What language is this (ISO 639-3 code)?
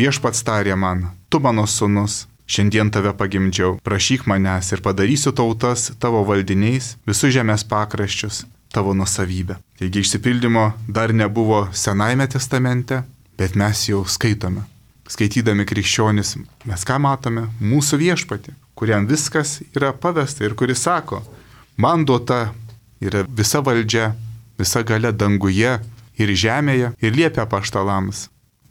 lit